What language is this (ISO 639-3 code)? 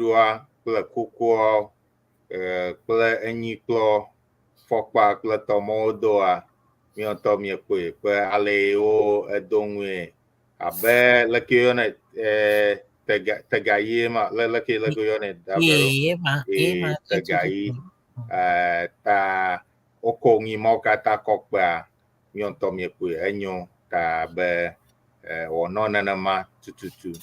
ewe